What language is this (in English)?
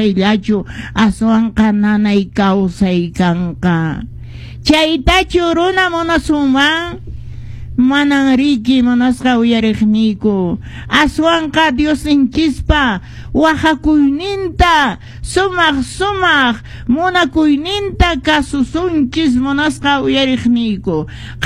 Quechua